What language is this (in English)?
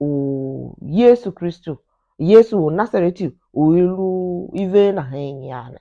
Tiv